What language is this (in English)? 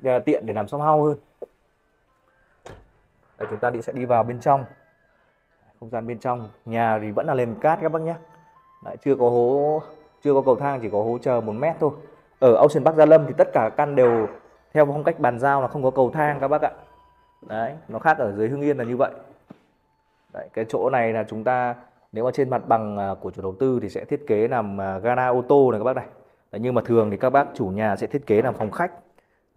Vietnamese